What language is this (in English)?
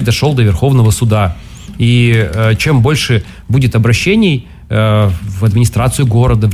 Russian